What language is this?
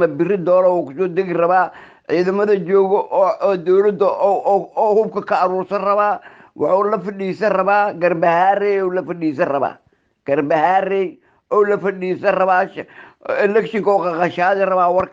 Somali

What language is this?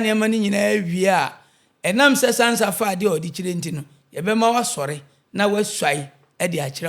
Akan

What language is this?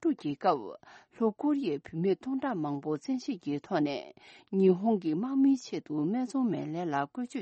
Tibetan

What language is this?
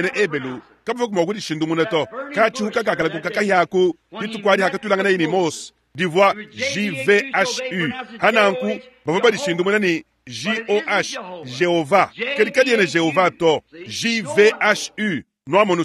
Luba-Lulua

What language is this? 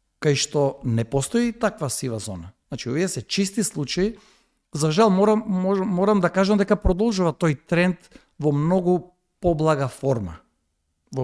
Macedonian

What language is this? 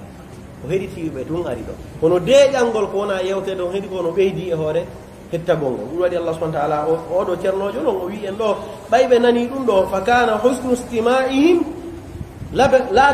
Pular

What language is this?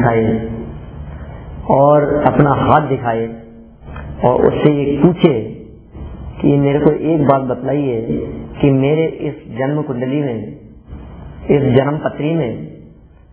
Hindi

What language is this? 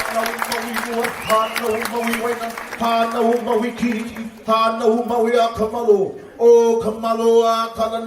Hawaiian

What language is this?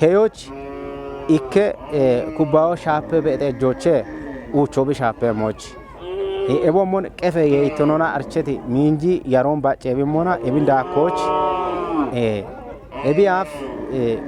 Kafa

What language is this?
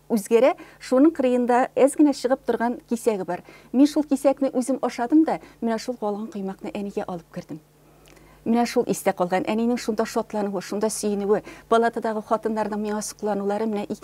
Tatar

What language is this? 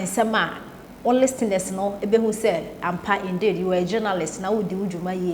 Akan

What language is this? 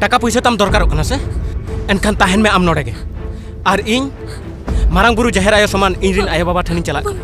Santali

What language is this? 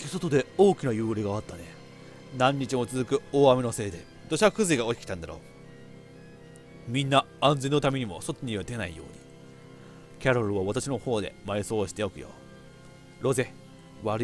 Japanese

